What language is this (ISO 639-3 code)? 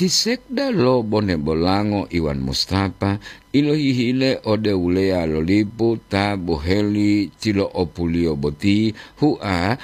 gor